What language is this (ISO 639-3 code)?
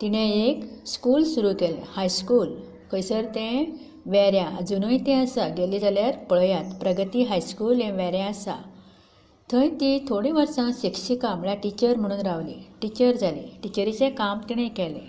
kok